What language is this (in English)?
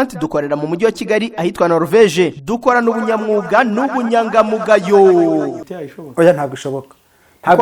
Kinyarwanda